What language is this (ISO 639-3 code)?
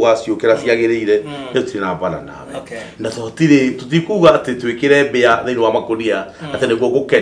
kik